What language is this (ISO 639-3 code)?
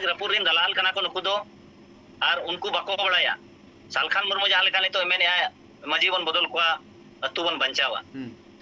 sat